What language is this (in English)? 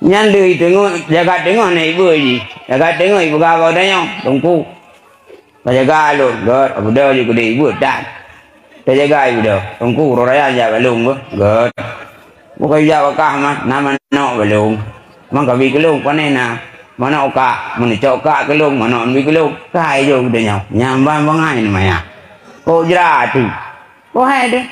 Achinese